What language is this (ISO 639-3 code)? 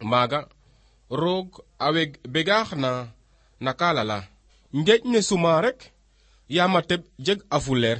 srr